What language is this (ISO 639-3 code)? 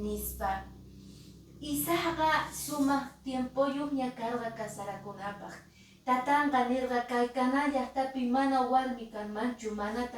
que